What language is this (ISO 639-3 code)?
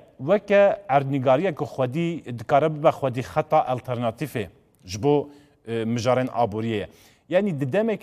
kur